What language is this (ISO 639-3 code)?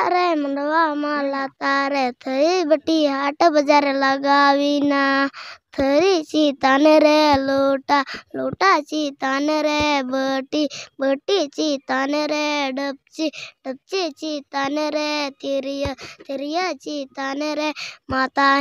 sat